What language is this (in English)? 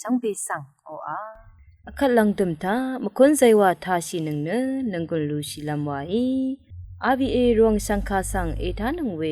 Rawang